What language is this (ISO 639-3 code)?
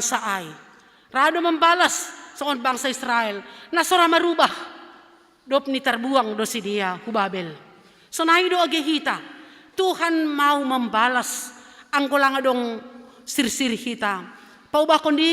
bts